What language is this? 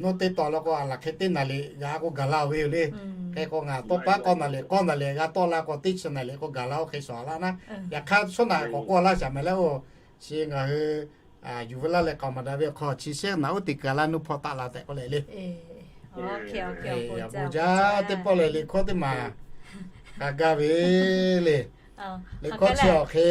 Lahu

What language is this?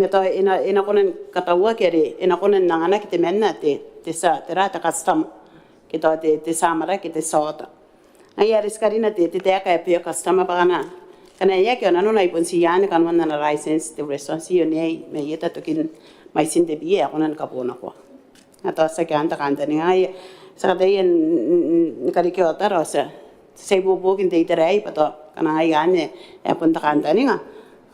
Gilbertese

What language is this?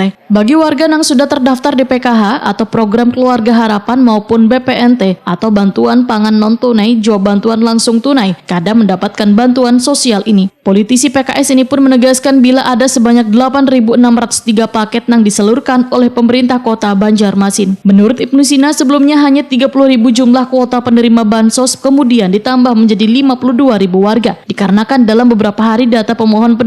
Banjar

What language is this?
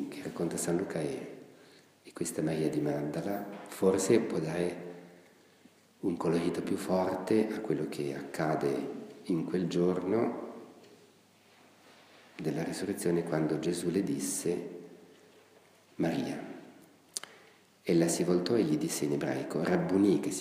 Italian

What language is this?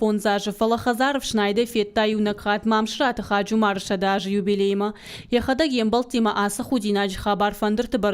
Ossetic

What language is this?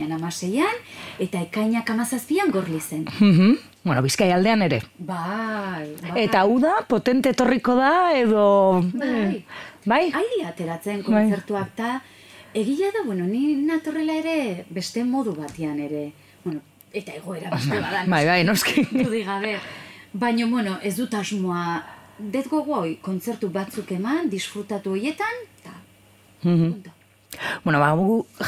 Basque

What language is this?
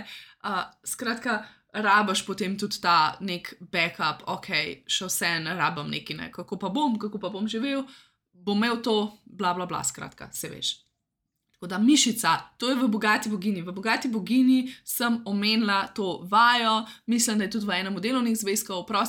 Slovenian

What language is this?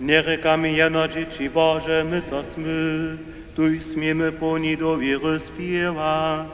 Upper Sorbian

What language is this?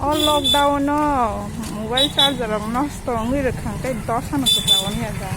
Kok Borok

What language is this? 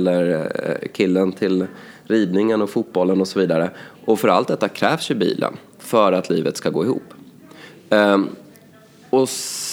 Swedish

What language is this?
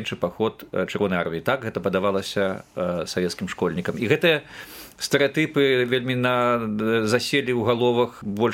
Belarusian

